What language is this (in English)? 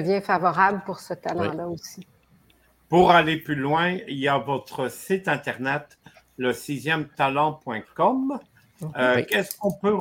French